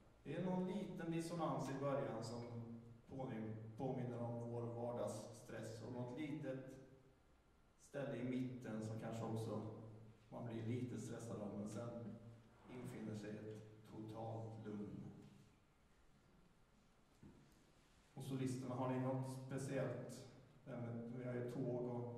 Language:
Swedish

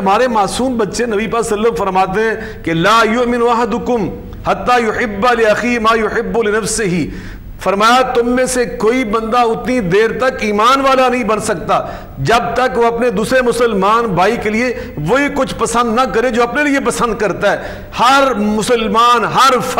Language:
Urdu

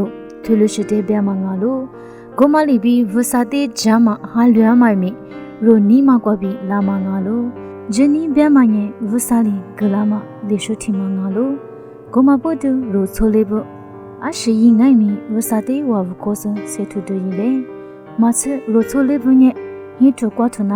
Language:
Lisu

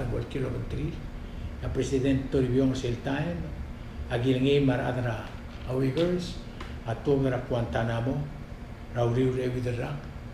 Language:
Palauan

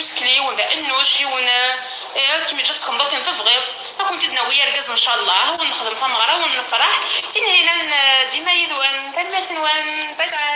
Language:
Kabyle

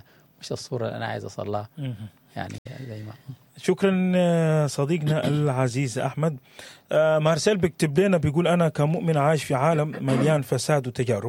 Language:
Sudanese Arabic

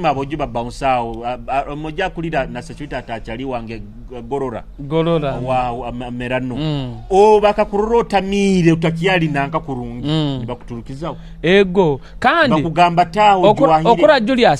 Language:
Nyoro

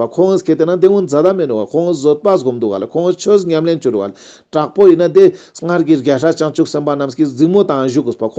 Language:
Ladakhi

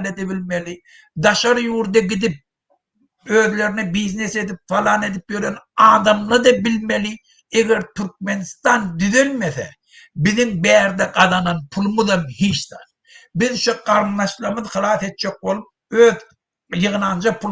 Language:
Turkmen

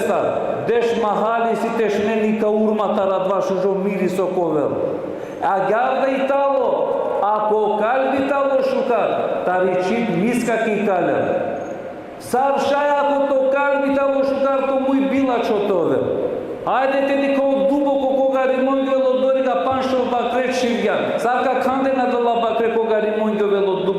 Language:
Balkan Romani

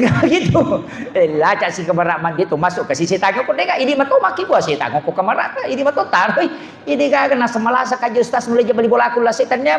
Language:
Buginese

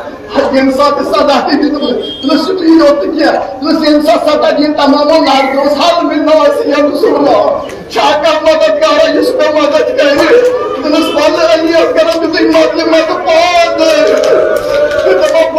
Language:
Kashmiri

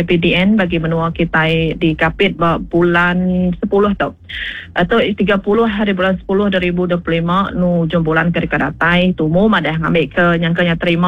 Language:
Iban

